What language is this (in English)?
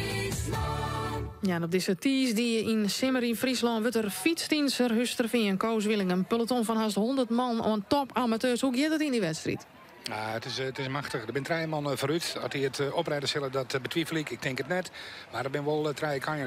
Western Frisian